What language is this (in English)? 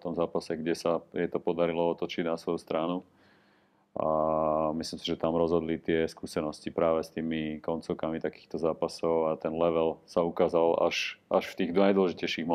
Slovak